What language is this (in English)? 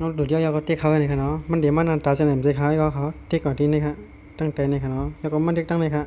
Shan